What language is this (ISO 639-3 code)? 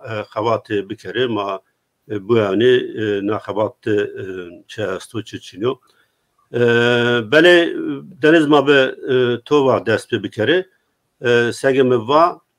zza